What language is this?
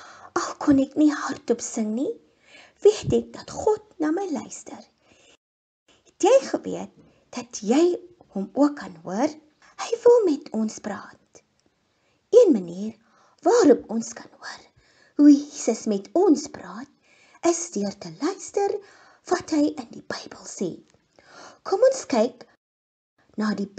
Afrikaans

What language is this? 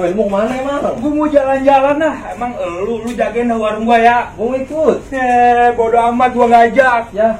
Betawi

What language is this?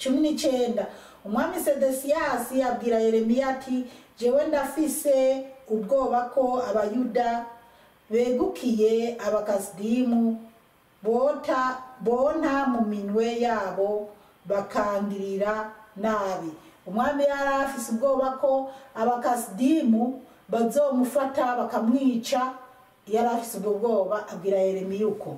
Rundi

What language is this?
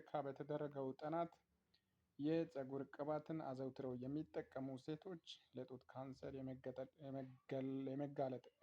Amharic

